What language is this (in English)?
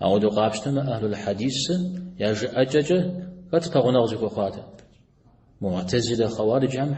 Kabardian